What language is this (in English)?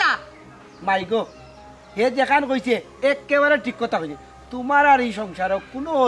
Sylheti